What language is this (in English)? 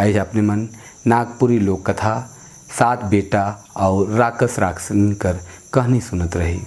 Sadri